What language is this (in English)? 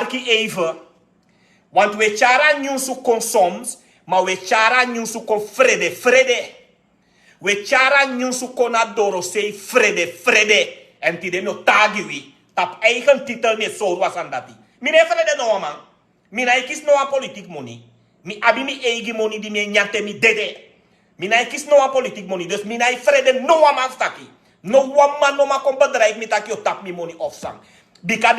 Sranan Tongo